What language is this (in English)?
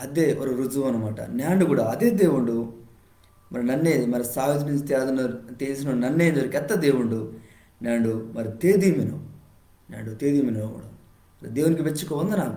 Koya